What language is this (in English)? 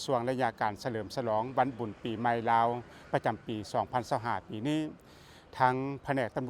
Lao